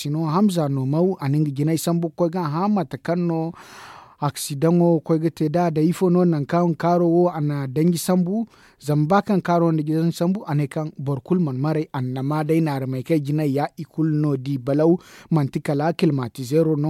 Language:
Zarma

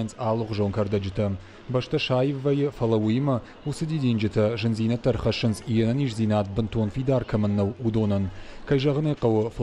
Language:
Ossetic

